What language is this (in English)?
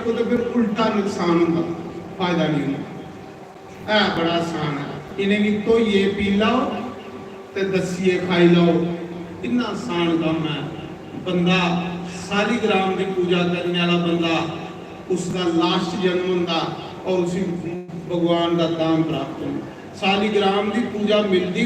Dogri